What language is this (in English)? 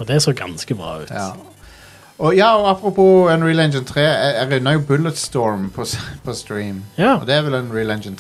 Norwegian